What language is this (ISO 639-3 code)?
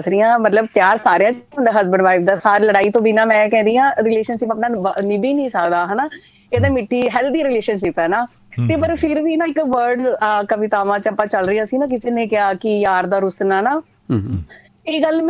pan